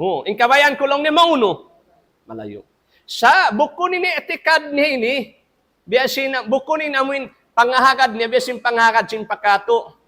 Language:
Tausug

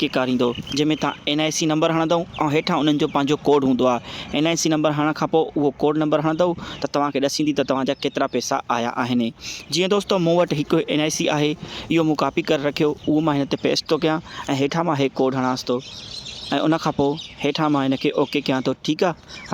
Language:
Sindhi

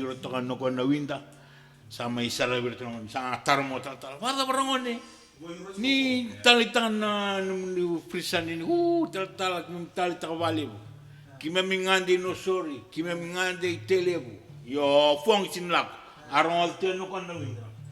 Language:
Fijian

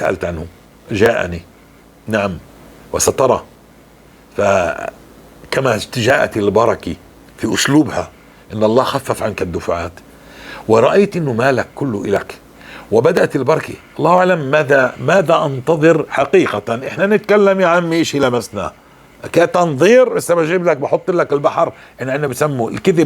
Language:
North Levantine Arabic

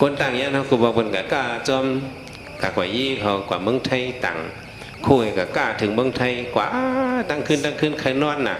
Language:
Shan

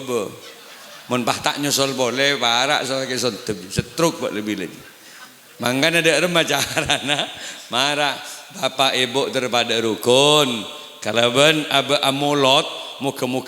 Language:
Madurese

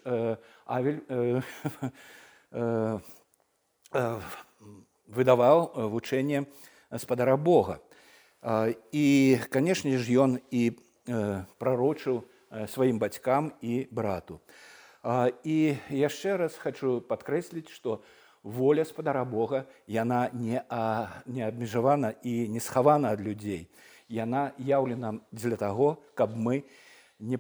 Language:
Belarusian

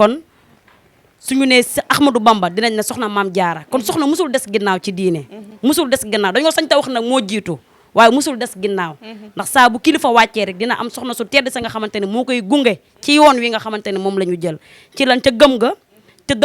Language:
Wolof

